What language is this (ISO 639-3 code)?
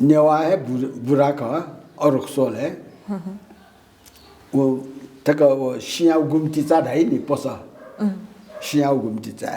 new